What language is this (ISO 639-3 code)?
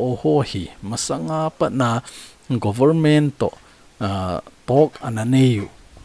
tcz